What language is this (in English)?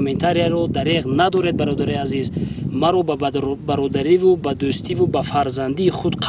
Tajik